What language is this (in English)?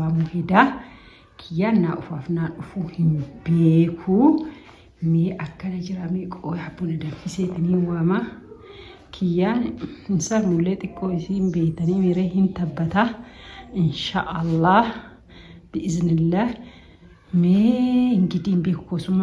Oromo